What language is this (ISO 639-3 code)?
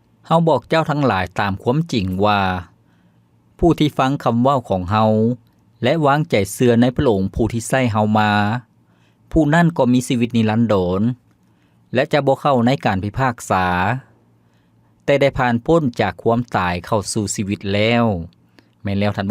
lao